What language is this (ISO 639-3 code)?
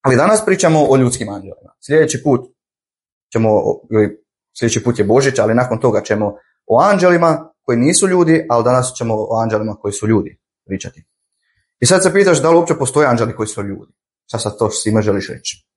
hrv